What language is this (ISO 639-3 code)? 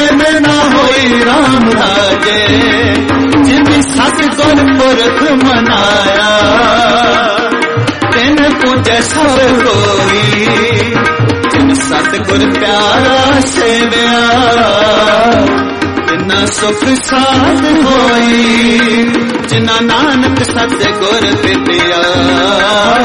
pan